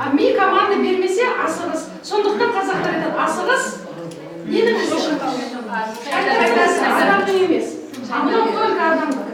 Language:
Kazakh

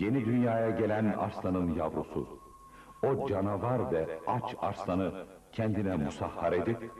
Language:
Ottoman Turkish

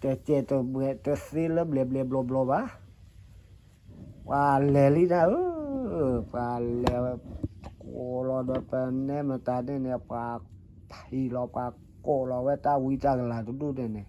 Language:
S'gaw Karen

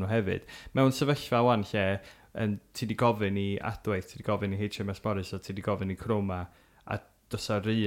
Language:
Welsh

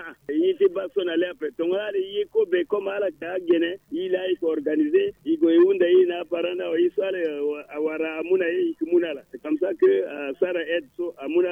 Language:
Sango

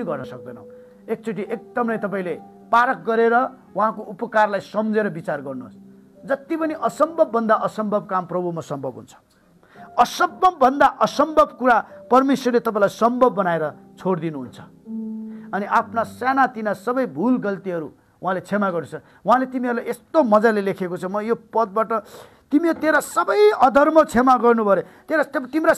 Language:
Nepali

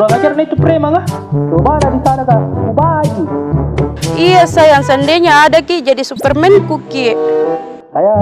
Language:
Makassar Malay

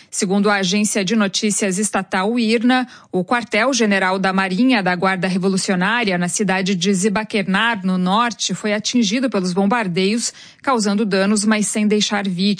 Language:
Portuguese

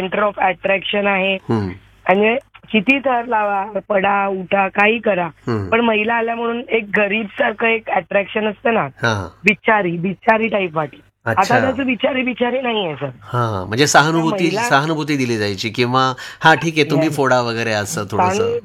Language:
Marathi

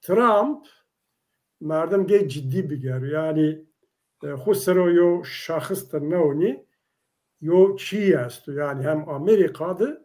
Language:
Zaza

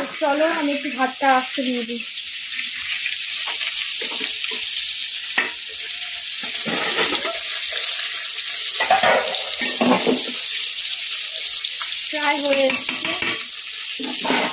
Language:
Bangla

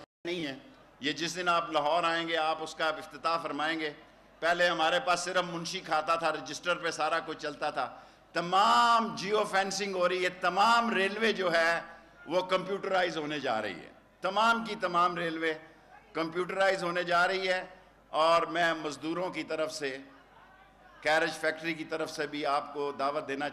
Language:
Urdu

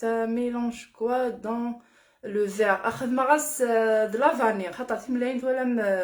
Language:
Kabyle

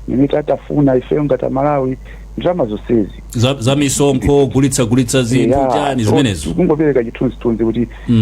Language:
Nyanja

